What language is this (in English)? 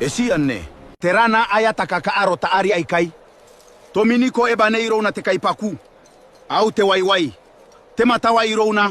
Gilbertese